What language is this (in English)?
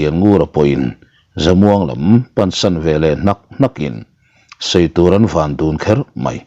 Mizo